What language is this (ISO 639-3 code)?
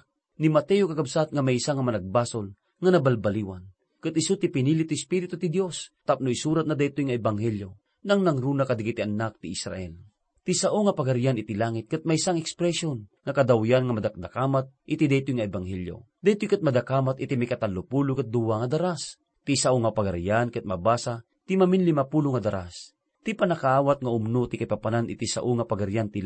ilo